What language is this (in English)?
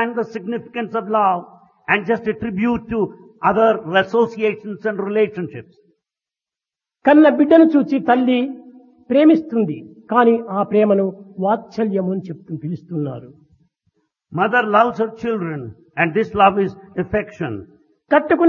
Telugu